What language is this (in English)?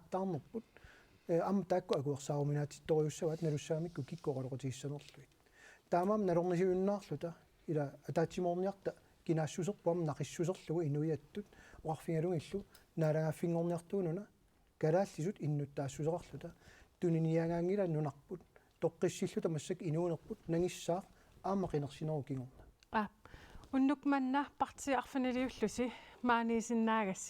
Kalaallisut